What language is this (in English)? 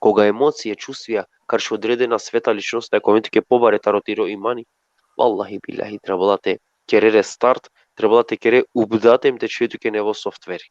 Balkan Romani